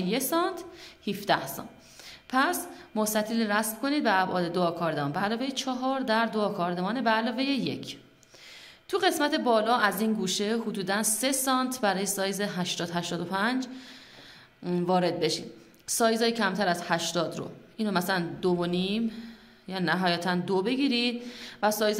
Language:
Persian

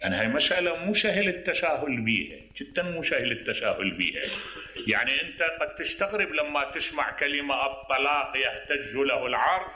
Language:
Mesopotamian Arabic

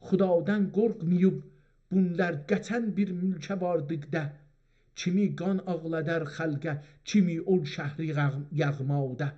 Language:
South Azerbaijani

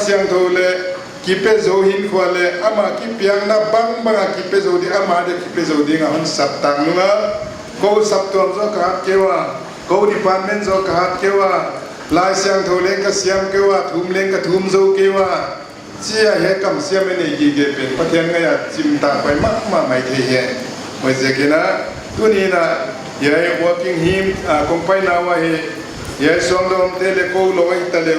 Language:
Paite Chin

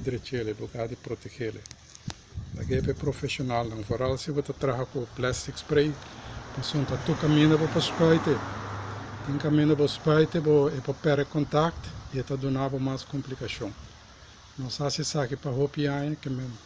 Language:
Papiamento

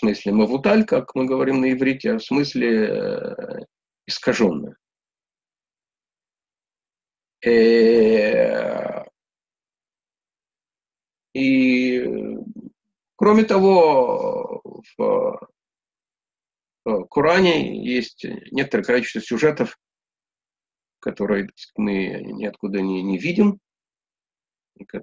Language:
Russian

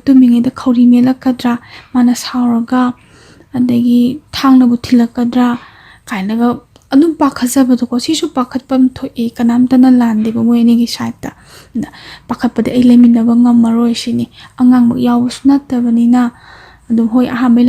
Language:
Manipuri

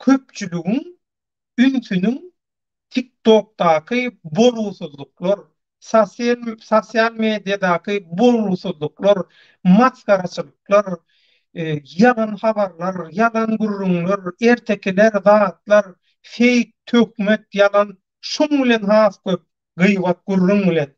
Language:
Turkmen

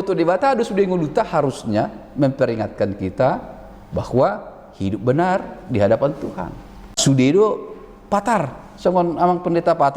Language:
Batak Toba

